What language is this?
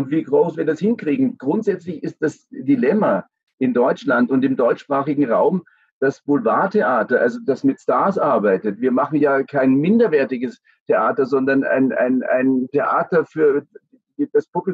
German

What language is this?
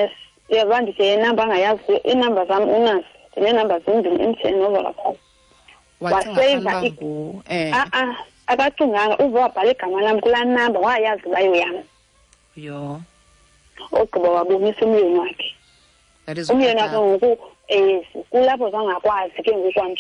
Xhosa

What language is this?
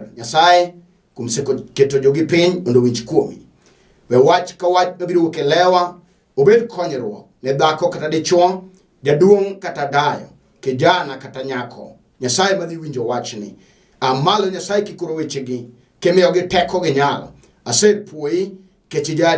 Luo (Kenya and Tanzania)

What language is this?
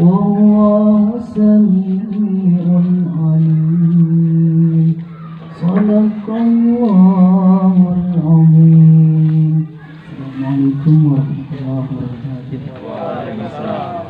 Betawi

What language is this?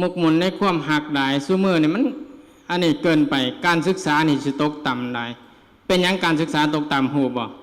Lao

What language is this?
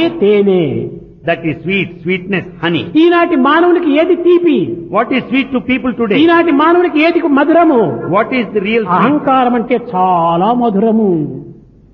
Telugu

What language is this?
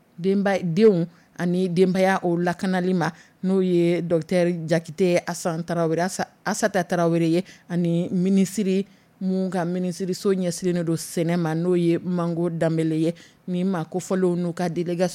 Dyula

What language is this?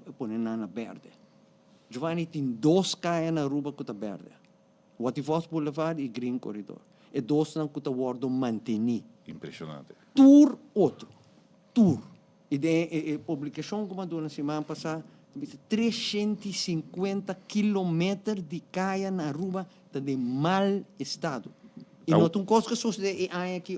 Papiamento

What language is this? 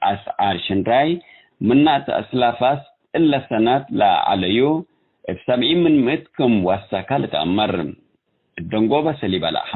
Tigre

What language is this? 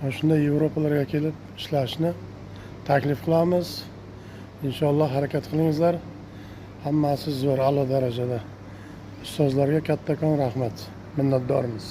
Uzbek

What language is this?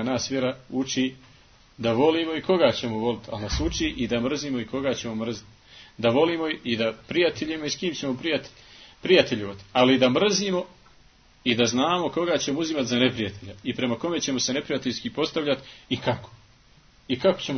Bosnian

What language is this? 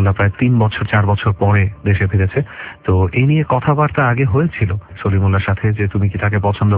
Bangla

